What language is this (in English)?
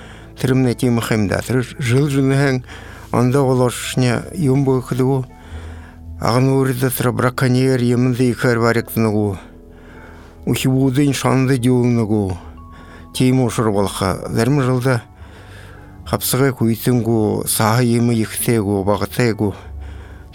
Buriat